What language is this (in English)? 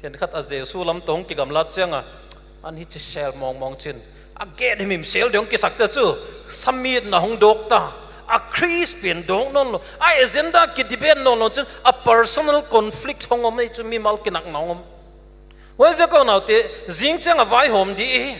Paite Chin